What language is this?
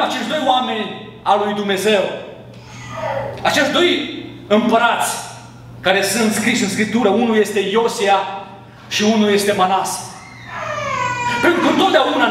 Romanian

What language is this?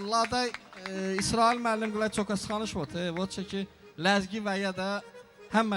Talysh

